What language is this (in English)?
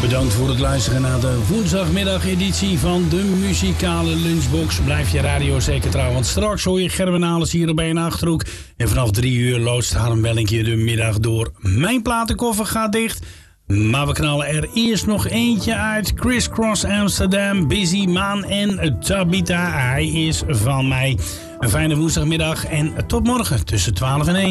Dutch